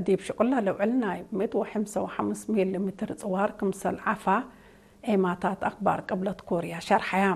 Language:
Tigrinya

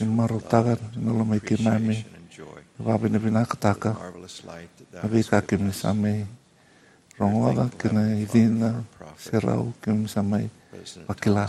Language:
Fijian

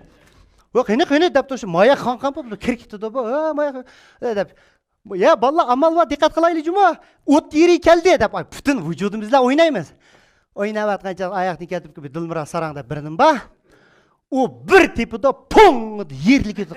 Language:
Uyghur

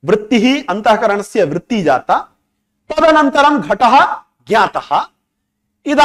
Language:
Sanskrit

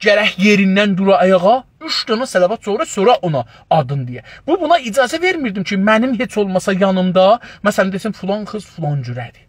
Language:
South Azerbaijani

